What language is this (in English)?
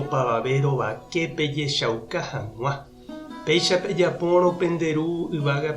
Guarani